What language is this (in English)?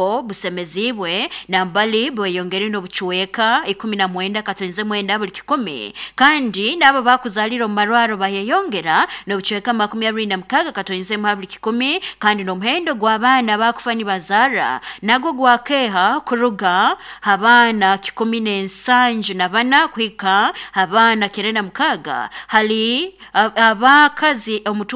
Nyoro